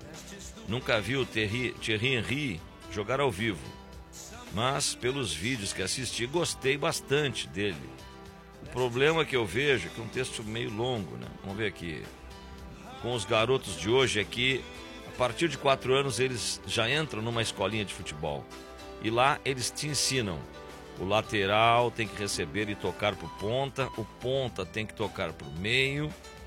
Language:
Portuguese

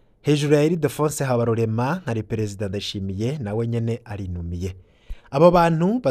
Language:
Rundi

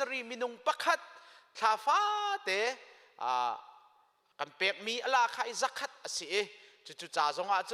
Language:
Hakha Chin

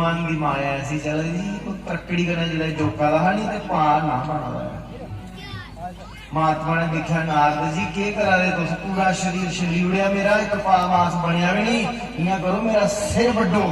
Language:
Dogri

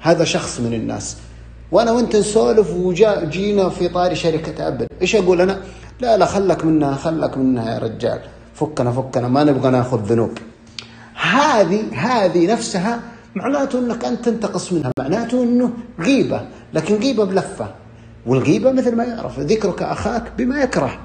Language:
Najdi Arabic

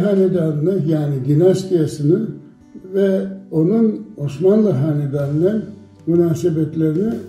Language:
Crimean Tatar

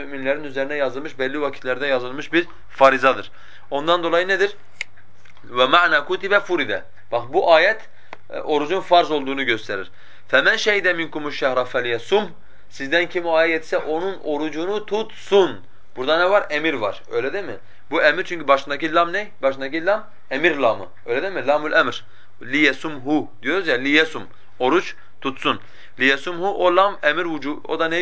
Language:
Turkish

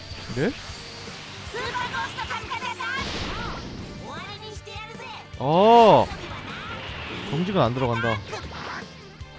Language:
Korean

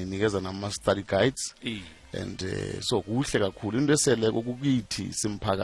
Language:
South Ndebele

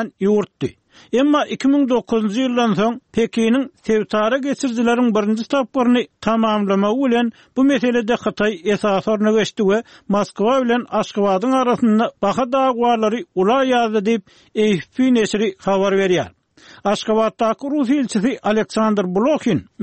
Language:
Turkmen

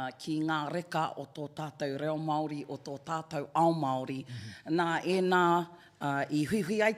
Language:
Māori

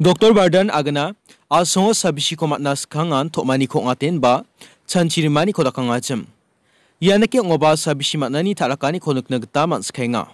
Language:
Garo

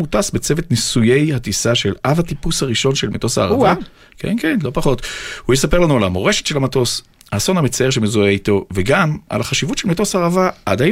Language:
Hebrew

